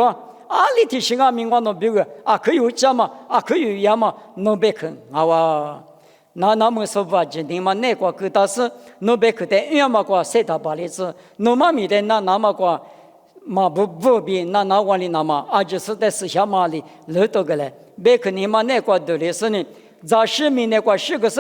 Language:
Lisu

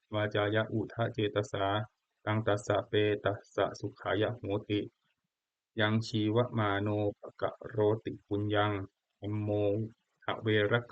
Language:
Pali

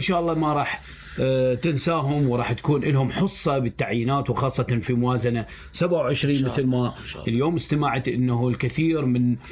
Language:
Mesopotamian Arabic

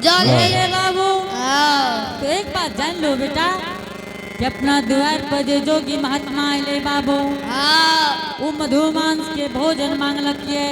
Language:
Angika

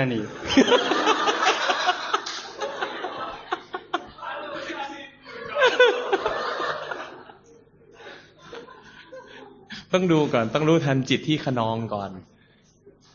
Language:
Thai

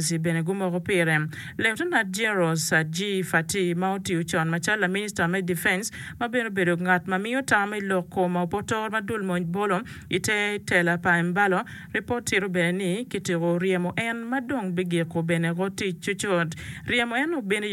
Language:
Acoli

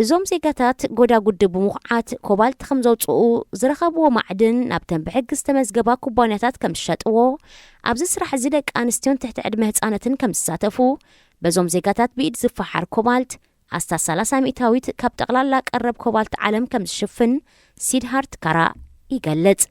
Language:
Tigrinya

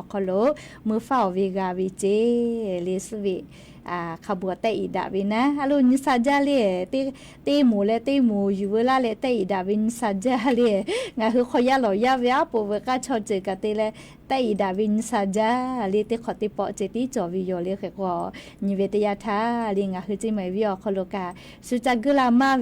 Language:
Lahu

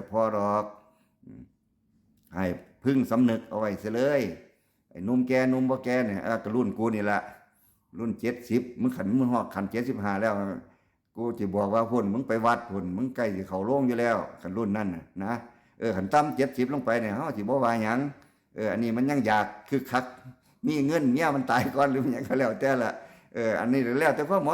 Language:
Northeastern Thai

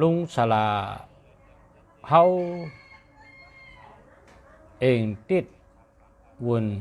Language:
Shan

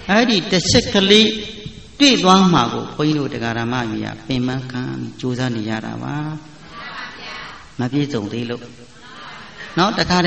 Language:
Burmese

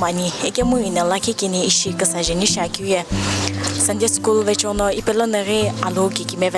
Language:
Sumi Naga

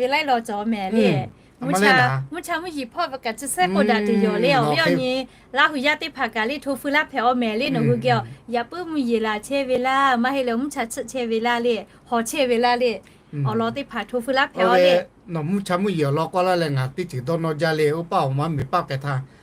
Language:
Lahu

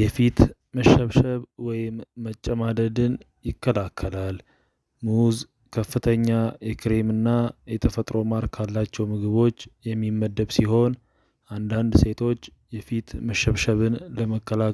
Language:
Amharic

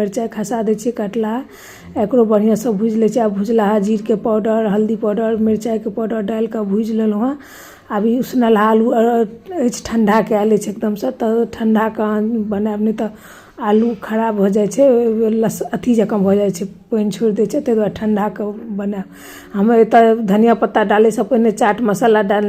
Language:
Maithili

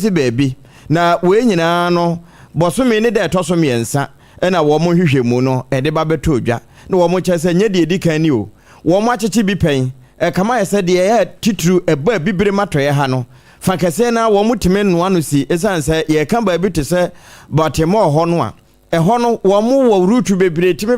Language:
Akan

